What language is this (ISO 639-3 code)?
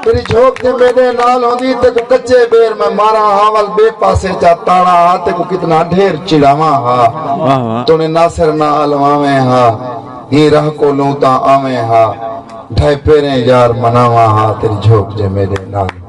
skr